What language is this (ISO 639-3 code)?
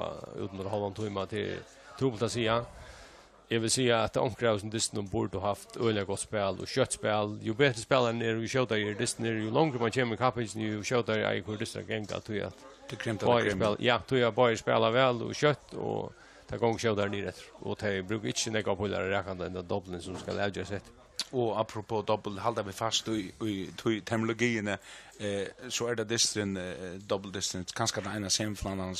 fao